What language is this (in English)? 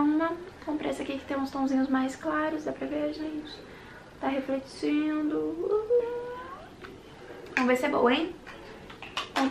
Portuguese